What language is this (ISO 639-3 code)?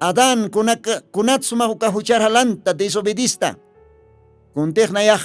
aym